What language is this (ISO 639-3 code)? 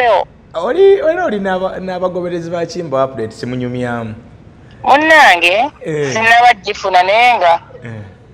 lug